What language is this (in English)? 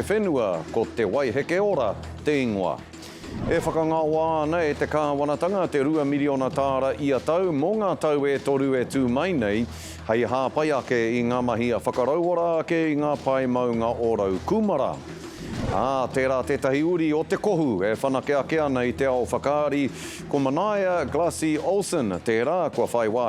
Māori